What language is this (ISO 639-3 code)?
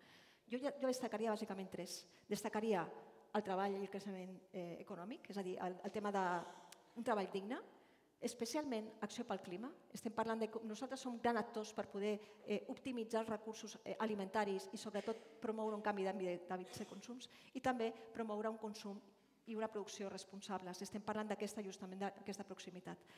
cat